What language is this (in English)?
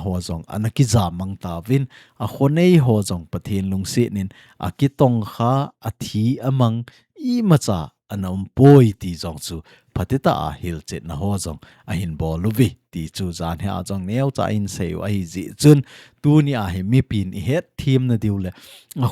Thado Chin